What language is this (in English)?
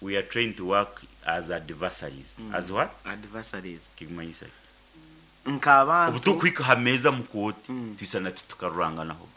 Nyoro